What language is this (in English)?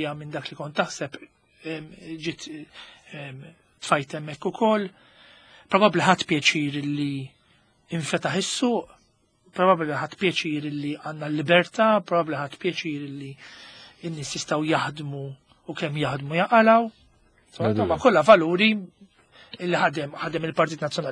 Maltese